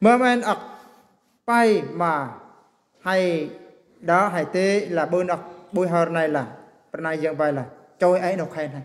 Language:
Eastern Bru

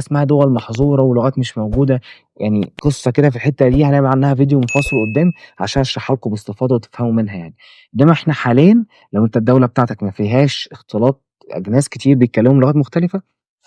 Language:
Egyptian Arabic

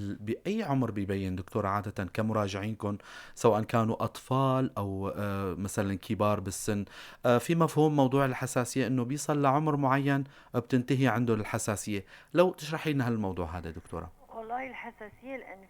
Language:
North Levantine Arabic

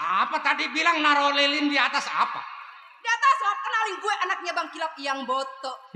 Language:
Betawi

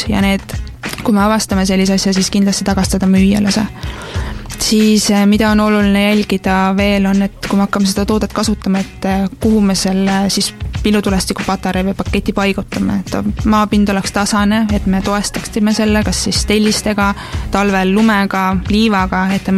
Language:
Estonian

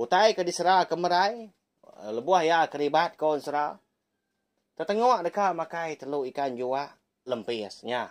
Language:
Iban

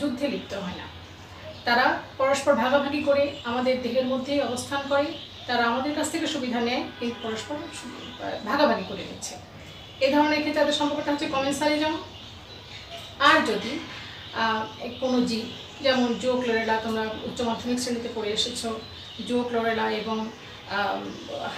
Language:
Bangla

